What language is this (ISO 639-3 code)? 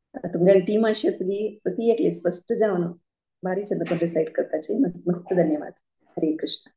kok